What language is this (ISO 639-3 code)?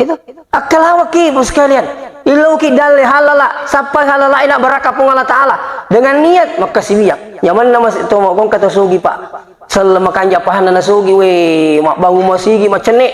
bug